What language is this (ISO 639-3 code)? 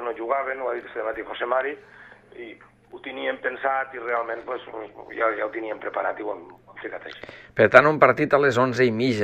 cat